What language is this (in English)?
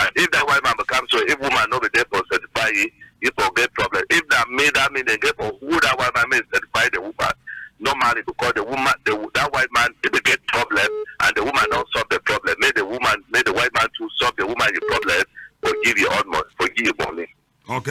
Cameroon Pidgin